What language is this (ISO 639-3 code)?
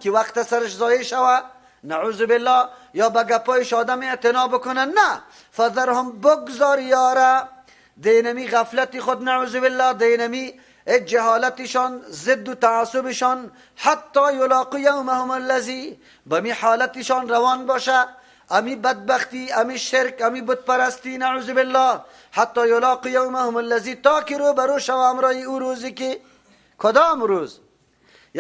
fas